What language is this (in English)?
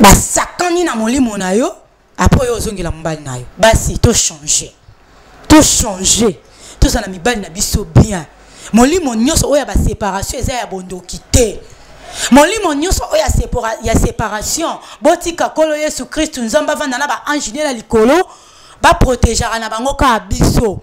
Lingala